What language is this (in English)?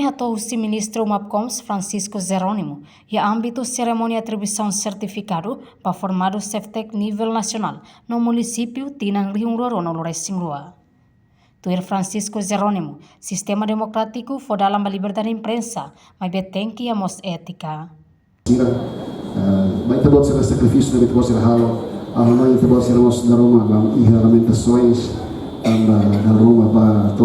Tetum